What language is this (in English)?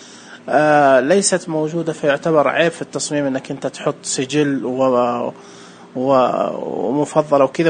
Najdi Arabic